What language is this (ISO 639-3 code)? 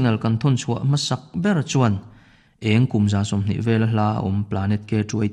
lus